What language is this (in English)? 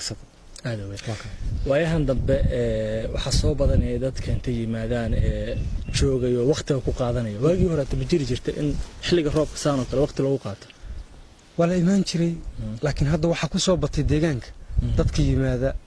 Somali